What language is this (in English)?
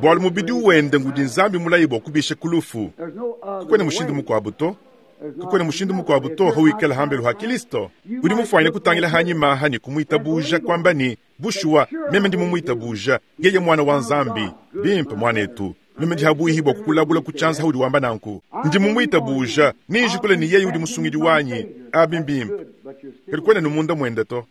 Luba-Lulua